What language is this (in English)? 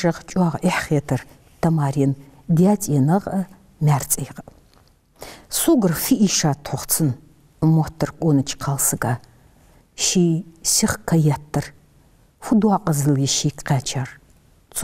Ingush